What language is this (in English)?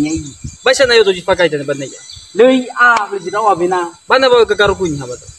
Nias